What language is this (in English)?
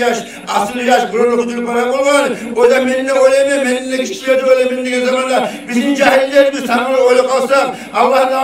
Kumyk